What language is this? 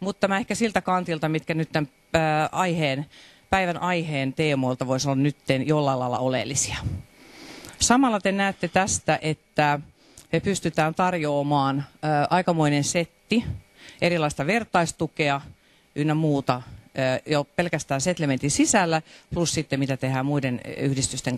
Finnish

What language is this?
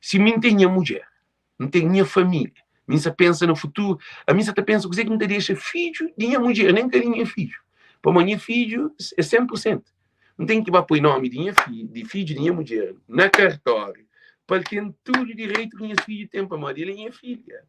Kabuverdianu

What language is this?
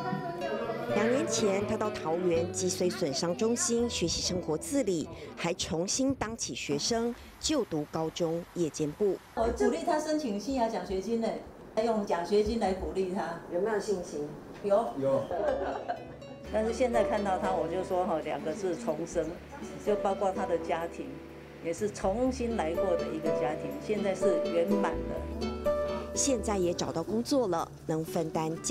Chinese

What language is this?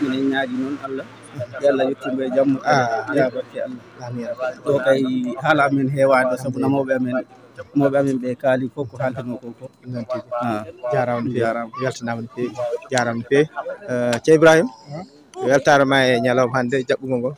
Fula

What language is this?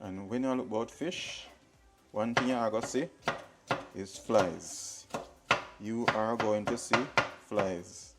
Jamaican Creole English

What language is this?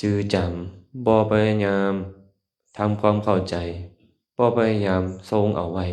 Lao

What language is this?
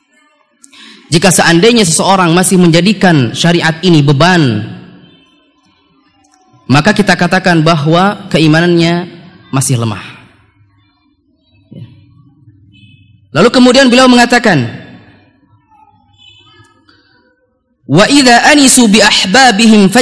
Indonesian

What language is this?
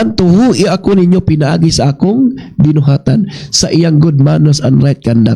Cebuano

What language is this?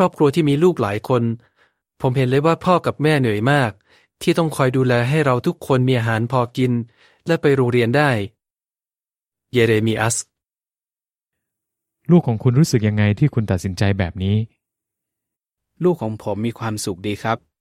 Thai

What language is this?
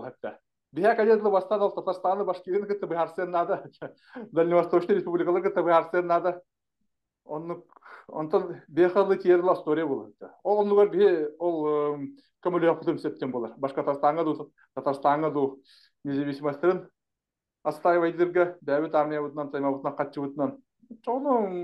Yakut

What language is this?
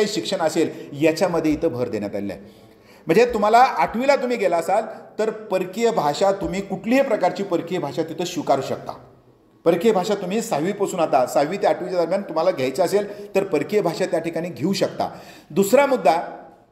Marathi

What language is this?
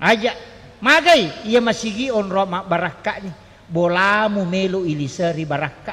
Buginese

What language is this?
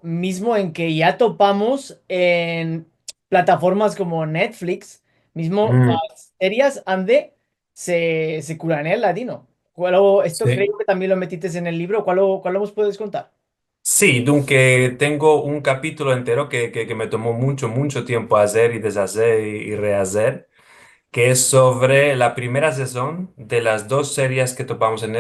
Ladino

